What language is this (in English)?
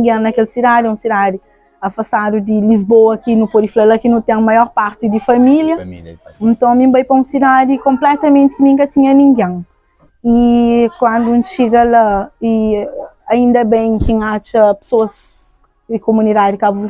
Kabuverdianu